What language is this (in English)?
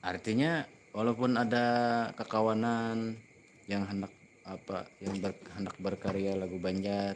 Banjar